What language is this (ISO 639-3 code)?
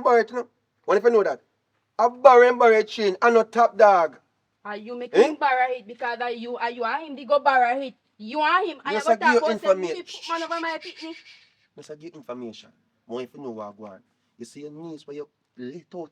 jam